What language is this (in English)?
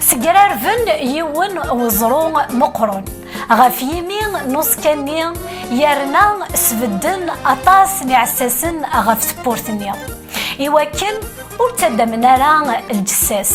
Kabyle